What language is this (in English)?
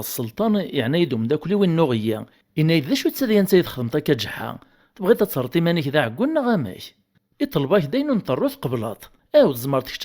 Kabyle